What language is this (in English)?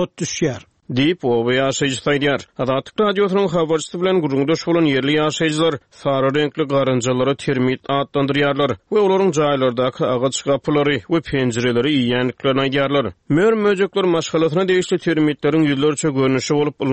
Turkmen